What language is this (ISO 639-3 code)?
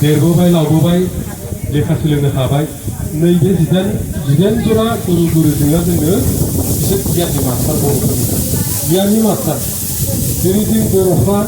brx